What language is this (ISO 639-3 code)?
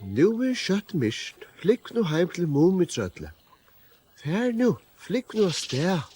fao